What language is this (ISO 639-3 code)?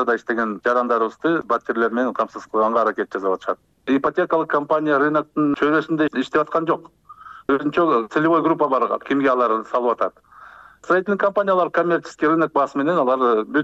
kir